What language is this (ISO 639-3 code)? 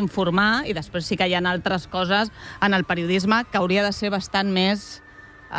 cat